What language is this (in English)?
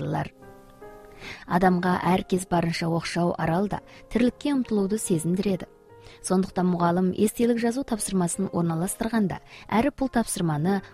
Kazakh